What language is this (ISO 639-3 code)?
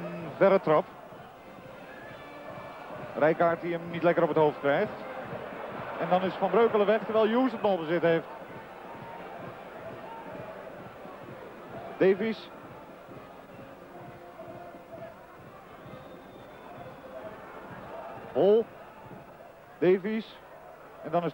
nld